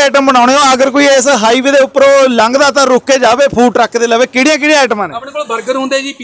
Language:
Punjabi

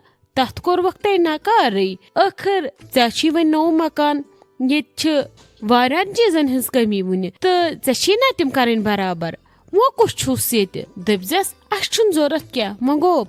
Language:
Kashmiri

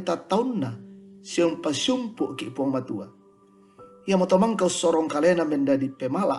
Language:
Toraja-Sa'dan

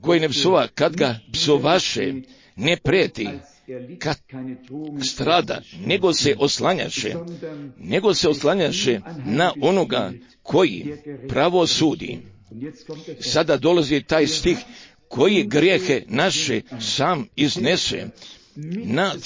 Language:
Croatian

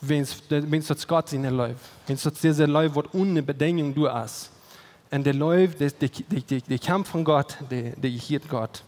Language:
Plautdietsch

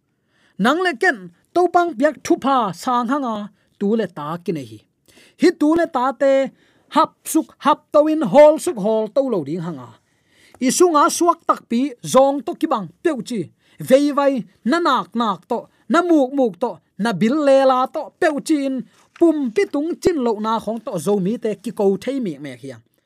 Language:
Tedim Chin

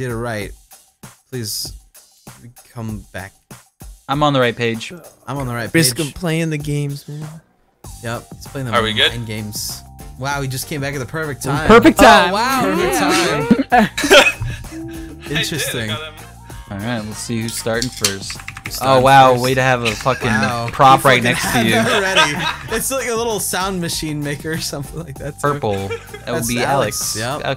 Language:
English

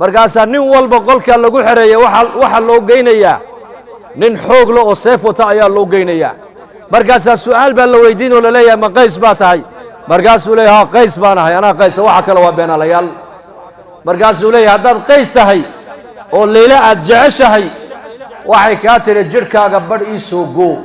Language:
Somali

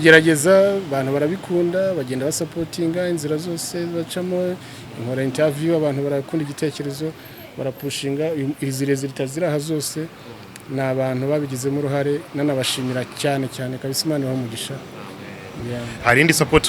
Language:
Kinyarwanda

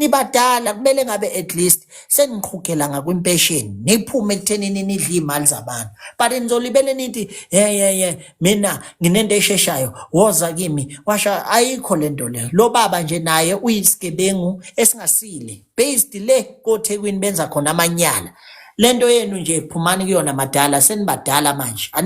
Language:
Zulu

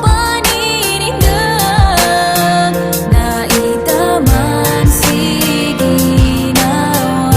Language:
Maranao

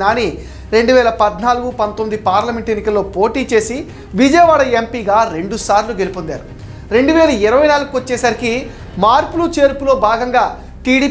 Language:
Telugu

